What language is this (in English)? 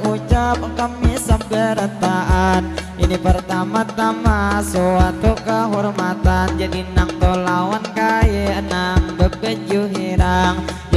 Banjar